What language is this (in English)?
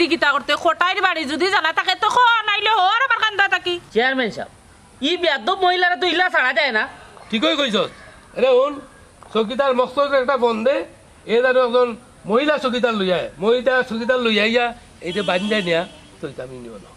Sylheti